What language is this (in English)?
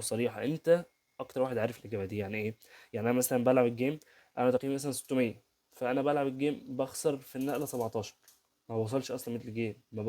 Egyptian Arabic